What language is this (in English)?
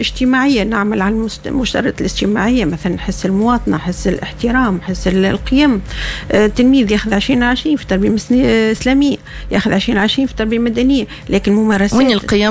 Tunisian Arabic